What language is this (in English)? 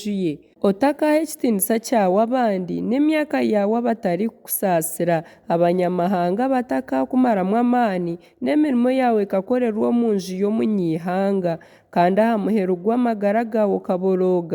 Nyankole